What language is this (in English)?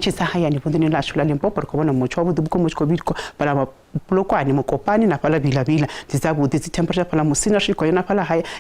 Venda